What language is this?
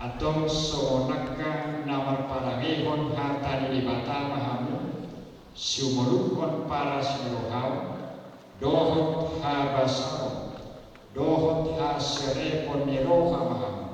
Batak Toba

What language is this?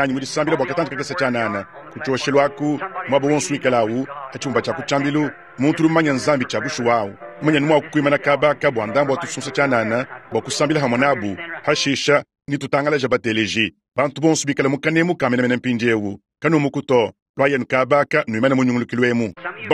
Luba-Lulua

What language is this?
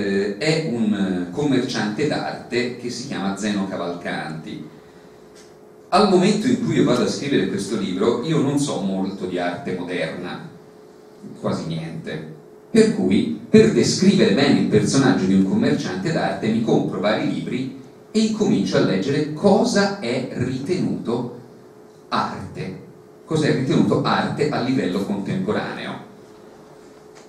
Italian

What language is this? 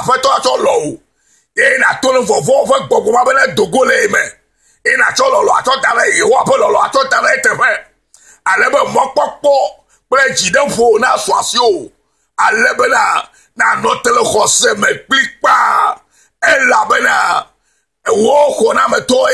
Ewe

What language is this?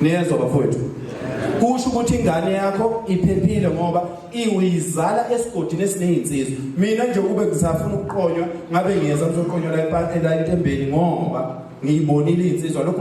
Zulu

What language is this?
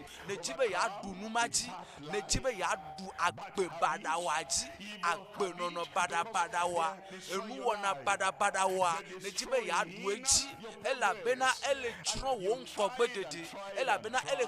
Ewe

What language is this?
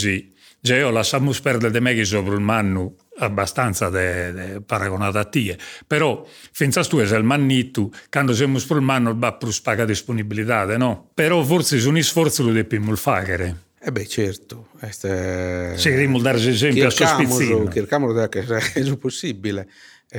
Sardinian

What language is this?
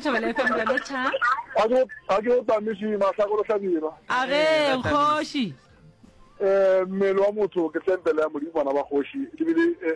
Northern Sotho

